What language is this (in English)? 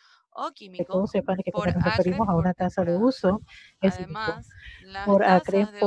Spanish